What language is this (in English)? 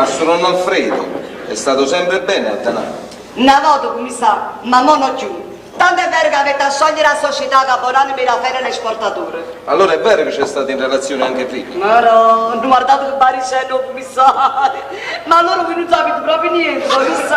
Neapolitan